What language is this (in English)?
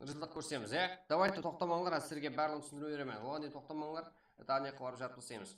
Kara-Kalpak